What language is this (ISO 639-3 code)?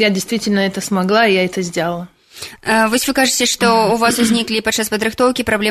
bel